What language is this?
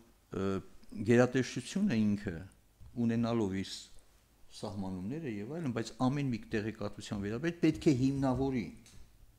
Armenian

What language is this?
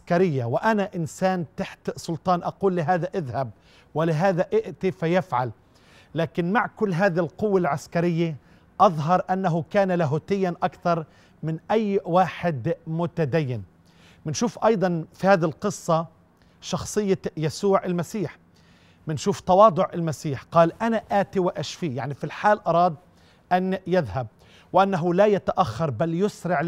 Arabic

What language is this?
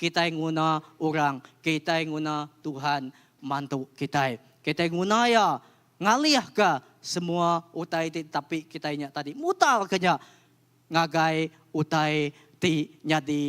Iban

